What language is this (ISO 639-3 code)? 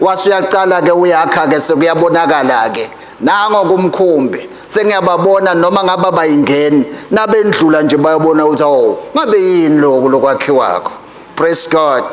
ssw